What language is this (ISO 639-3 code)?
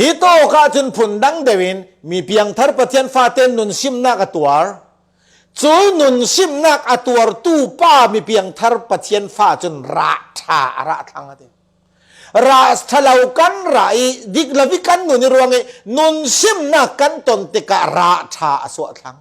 cfm